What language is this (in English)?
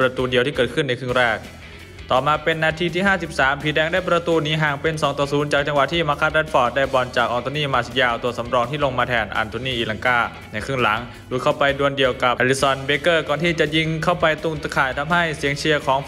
Thai